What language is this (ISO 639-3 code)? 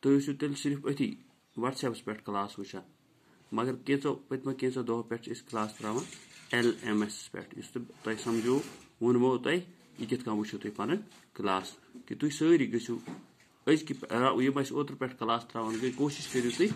kas